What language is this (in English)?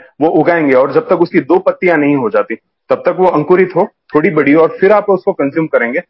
Hindi